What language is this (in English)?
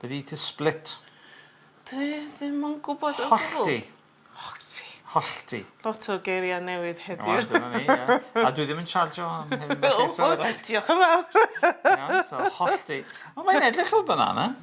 Welsh